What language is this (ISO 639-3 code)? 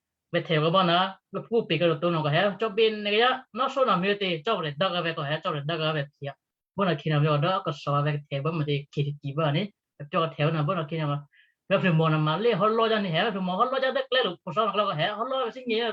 kyu